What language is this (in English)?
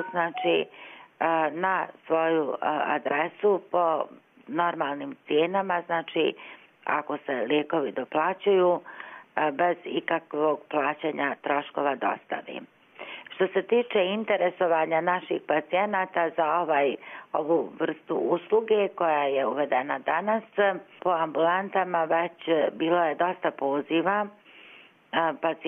Bosnian